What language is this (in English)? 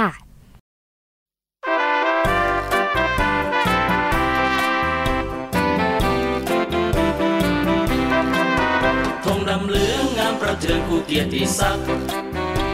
Thai